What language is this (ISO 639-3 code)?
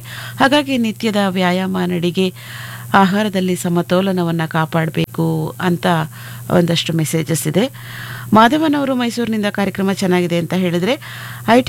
kan